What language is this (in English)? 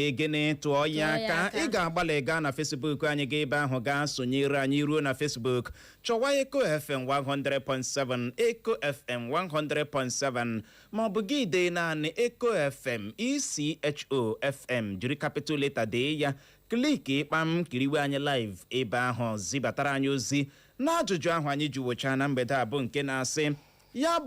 Igbo